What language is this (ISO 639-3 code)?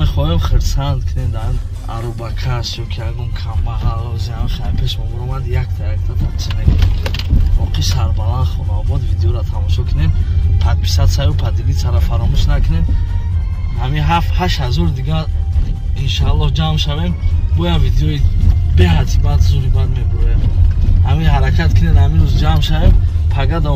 tgk